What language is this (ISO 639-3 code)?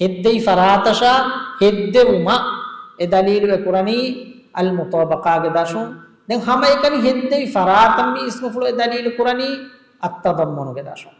div